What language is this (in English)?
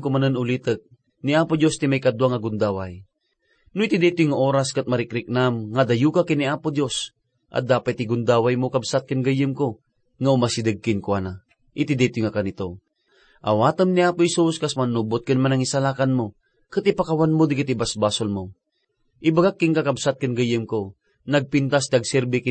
Iloko